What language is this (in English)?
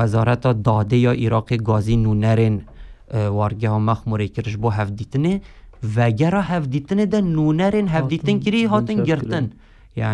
Kurdish